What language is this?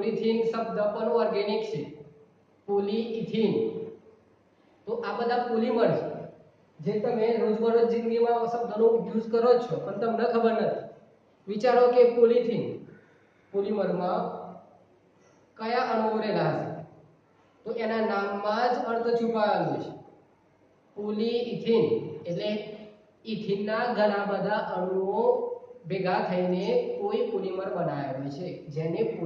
Gujarati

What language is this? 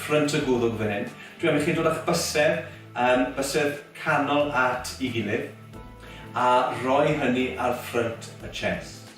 Welsh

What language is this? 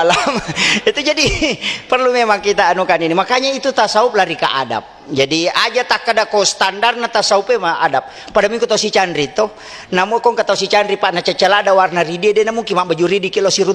Buginese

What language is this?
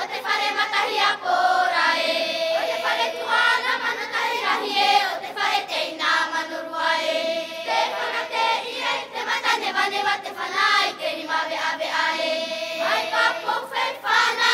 Tahitian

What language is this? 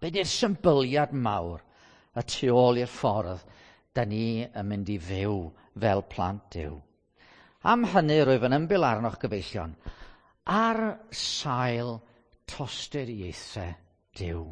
Welsh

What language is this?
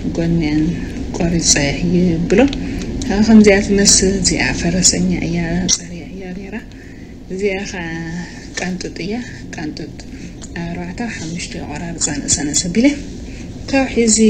Tigrinya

